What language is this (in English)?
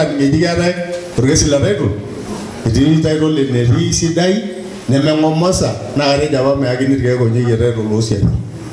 Masai